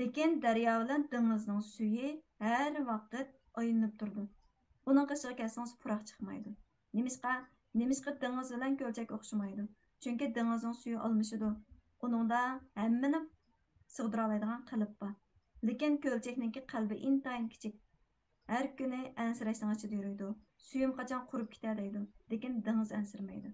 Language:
Uyghur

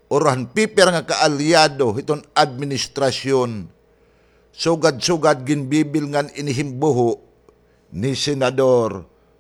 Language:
Waray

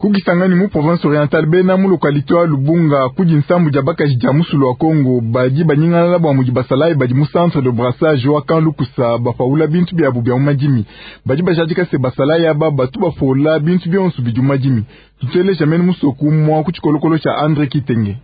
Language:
Luba-Lulua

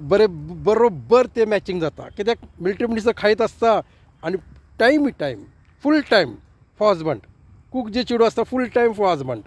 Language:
Konkani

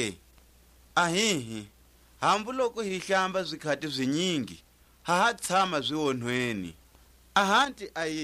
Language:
Tswa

